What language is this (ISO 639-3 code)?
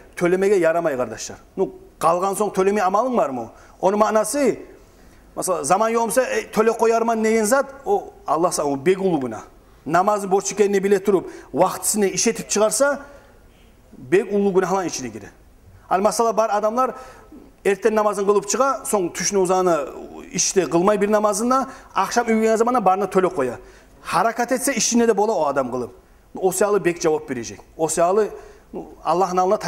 kum